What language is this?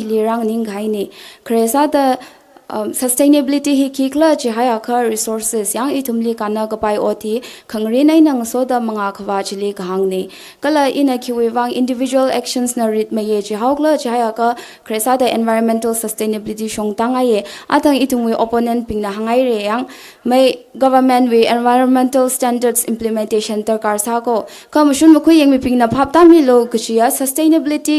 Tangkhul Naga (India)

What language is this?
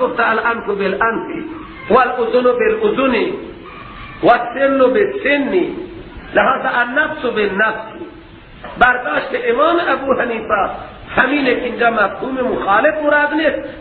Persian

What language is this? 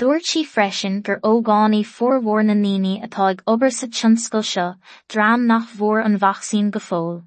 Irish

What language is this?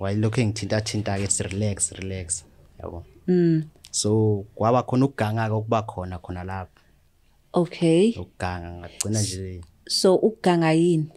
Zulu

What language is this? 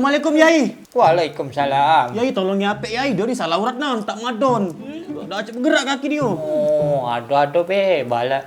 Musi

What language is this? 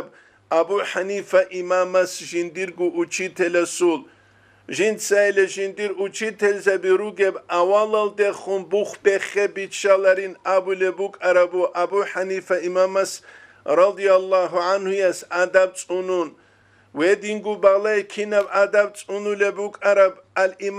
Avaric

